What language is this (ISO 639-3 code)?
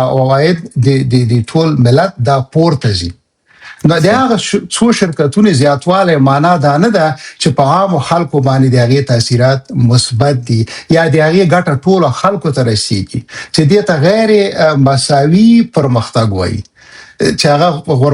pus